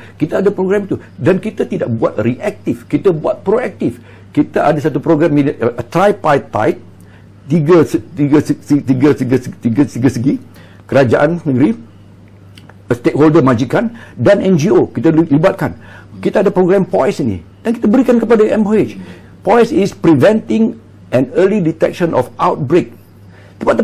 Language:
Malay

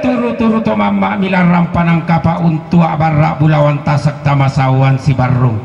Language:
Toraja-Sa'dan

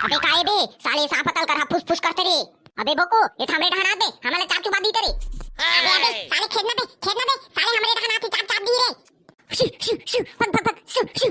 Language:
Chhattisgarhi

